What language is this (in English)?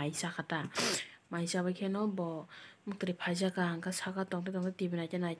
Kok Borok